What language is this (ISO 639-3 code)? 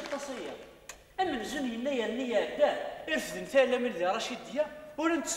kab